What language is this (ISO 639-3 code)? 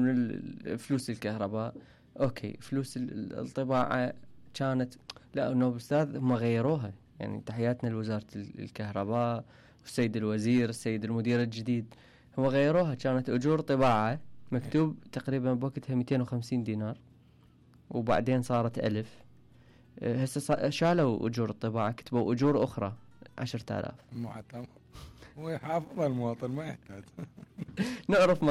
acm